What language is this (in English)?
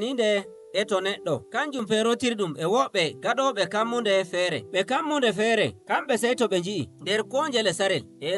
Nigerian Fulfulde